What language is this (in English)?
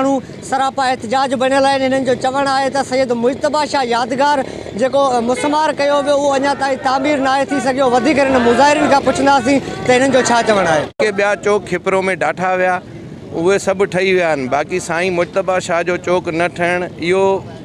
Sindhi